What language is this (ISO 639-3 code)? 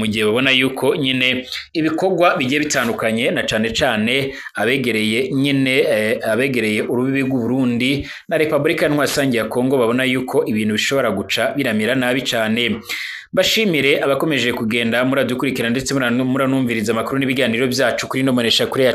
run